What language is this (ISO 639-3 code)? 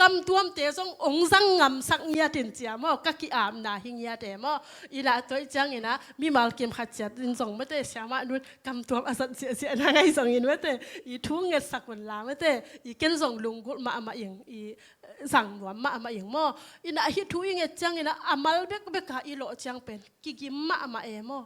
ctd